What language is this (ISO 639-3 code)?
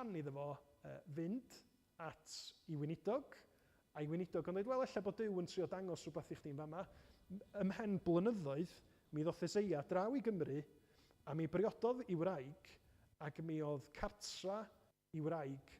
cym